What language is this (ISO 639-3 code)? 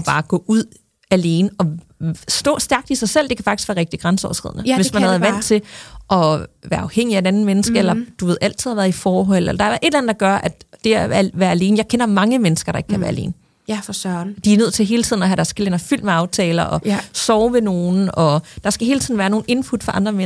dan